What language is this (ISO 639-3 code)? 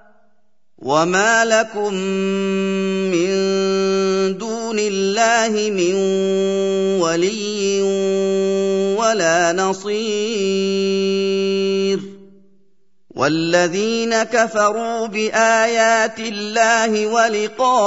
ara